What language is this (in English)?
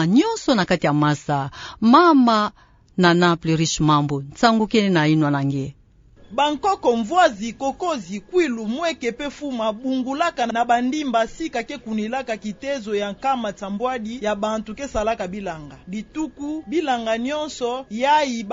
Kituba (Democratic Republic of Congo)